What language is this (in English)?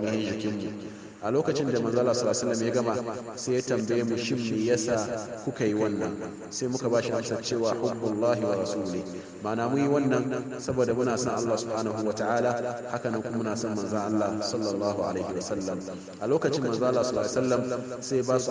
Hausa